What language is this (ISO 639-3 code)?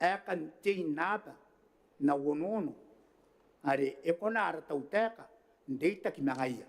gil